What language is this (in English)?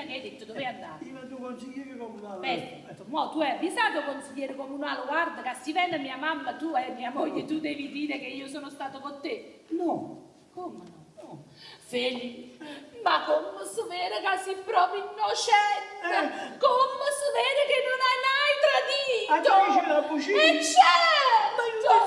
Neapolitan